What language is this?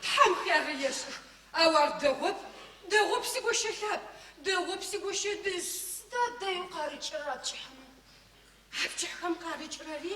Adyghe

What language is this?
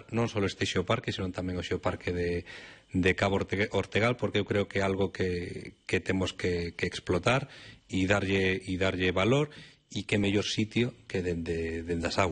Galician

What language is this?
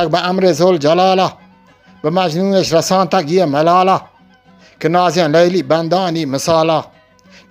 Eastern Balochi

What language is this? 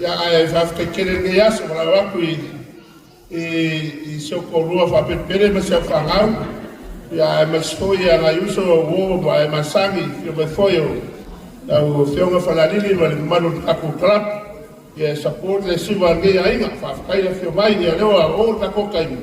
Samoan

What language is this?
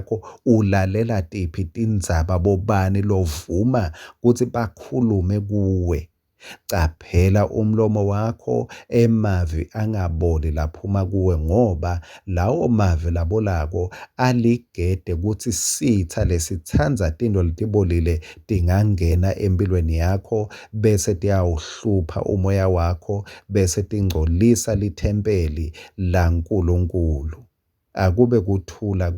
Swati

